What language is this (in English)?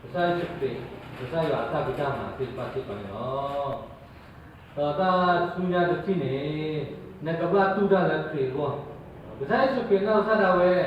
S'gaw Karen